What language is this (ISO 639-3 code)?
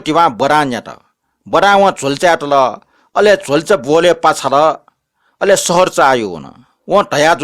new